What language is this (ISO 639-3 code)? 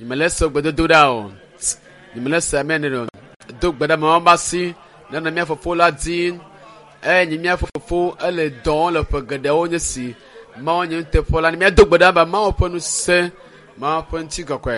ewe